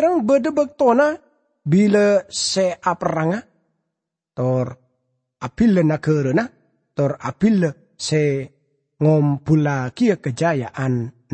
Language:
Madurese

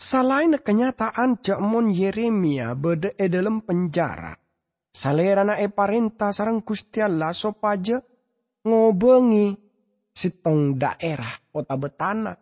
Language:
Madurese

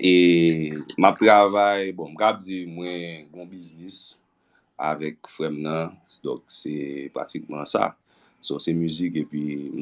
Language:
Haitian Creole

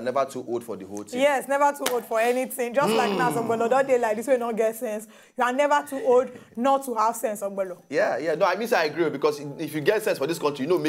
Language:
Nigerian Pidgin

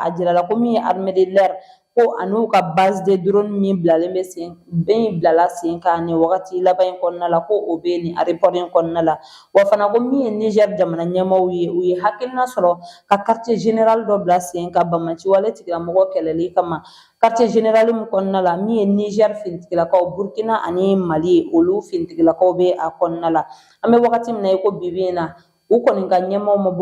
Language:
Bambara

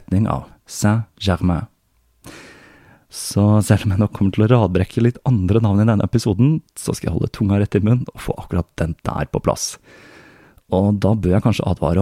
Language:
Norwegian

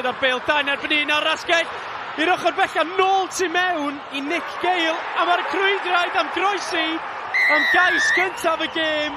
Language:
Welsh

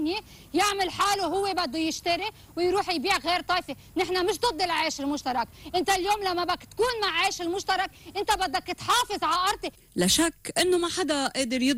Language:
North Levantine Arabic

